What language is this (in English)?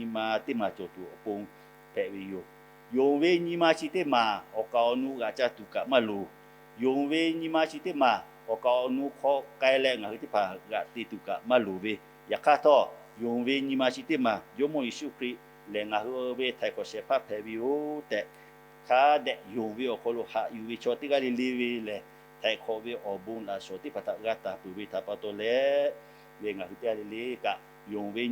Lahu